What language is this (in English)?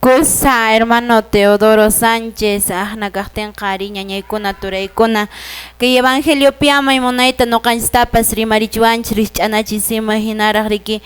Quechua